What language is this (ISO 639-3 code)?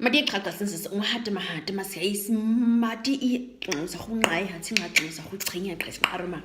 naq